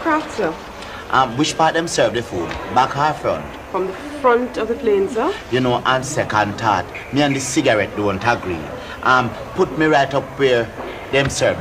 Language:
Jamaican Creole English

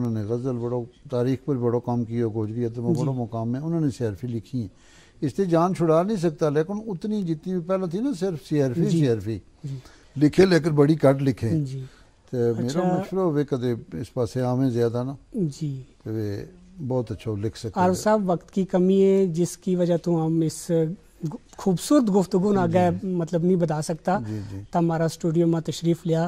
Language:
Gujari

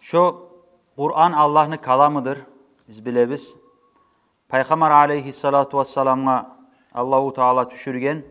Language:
Kumyk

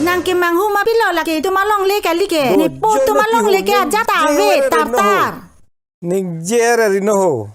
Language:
Karbi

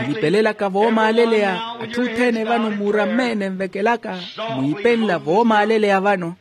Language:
Makhuwa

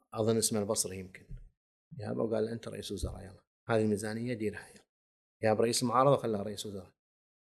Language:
Gulf Arabic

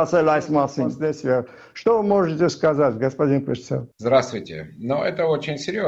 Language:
Armenian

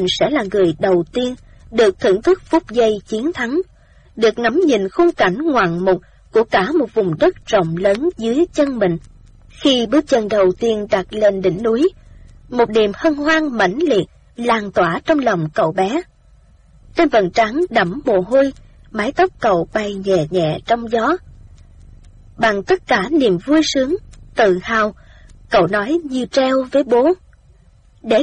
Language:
Vietnamese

